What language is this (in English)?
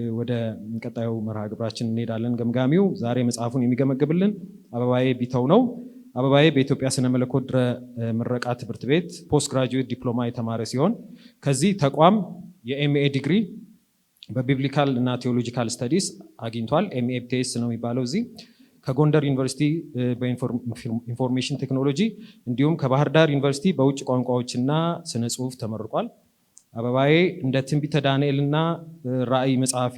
Amharic